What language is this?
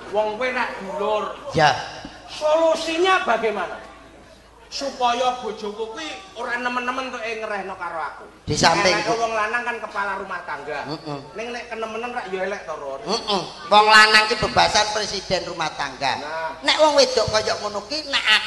Javanese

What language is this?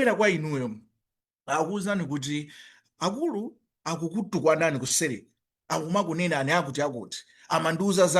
Nyanja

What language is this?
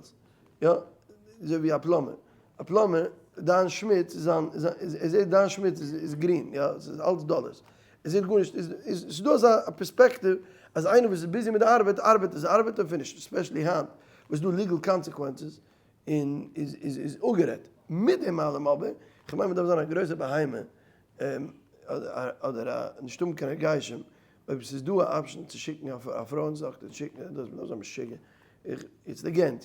Yiddish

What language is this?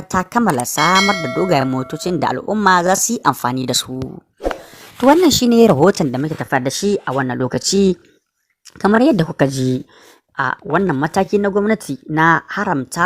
Hausa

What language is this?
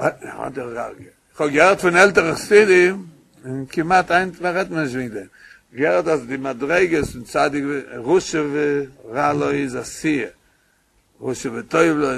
Yiddish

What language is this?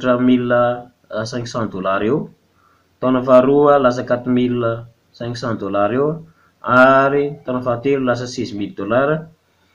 Malagasy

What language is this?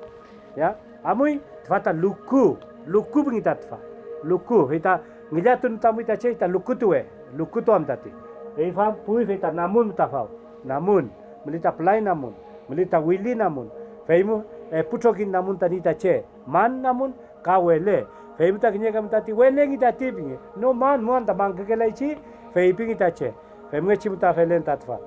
Mapuche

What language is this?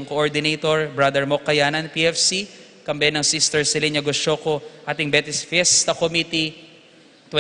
Pampanga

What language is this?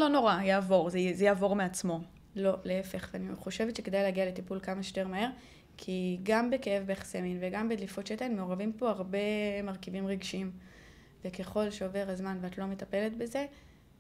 Hebrew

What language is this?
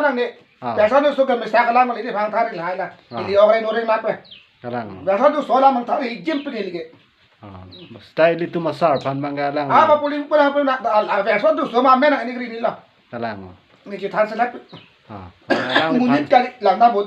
Karbi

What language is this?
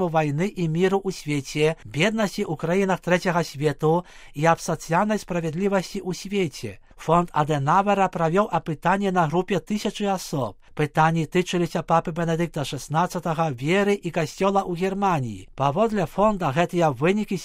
Belarusian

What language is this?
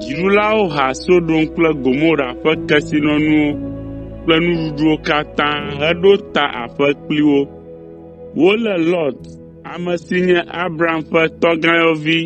Ewe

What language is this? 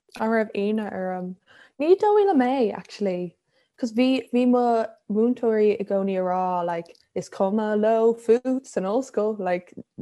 Irish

